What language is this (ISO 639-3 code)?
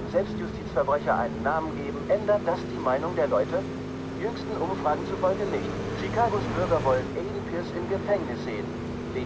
bar